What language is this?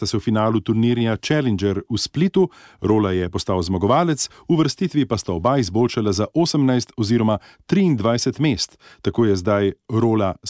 Slovenian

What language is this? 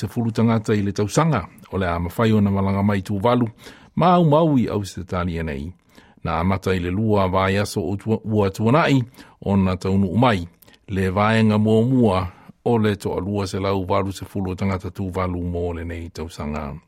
Samoan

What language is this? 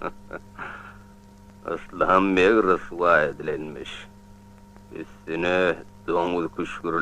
Turkmen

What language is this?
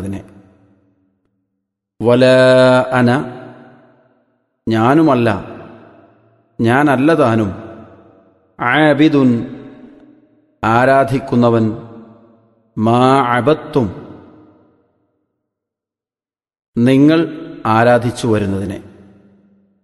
Malayalam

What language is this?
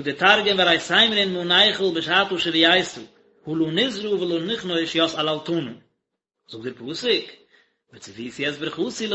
Yiddish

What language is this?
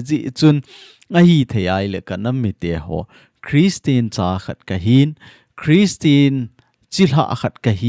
Thado Chin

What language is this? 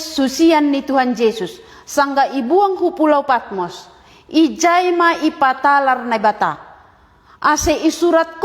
Batak Simalungun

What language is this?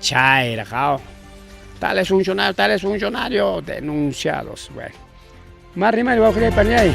Ayacucho Quechua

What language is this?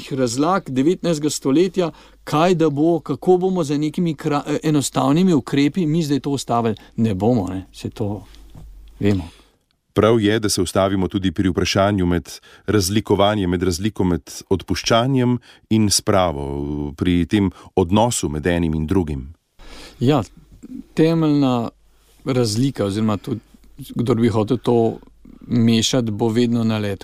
Slovenian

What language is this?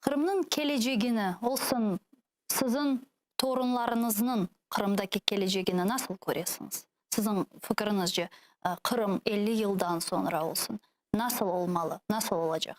Crimean Tatar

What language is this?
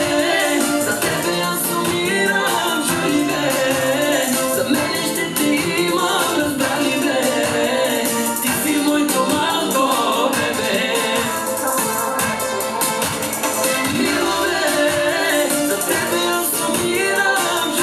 Bulgarian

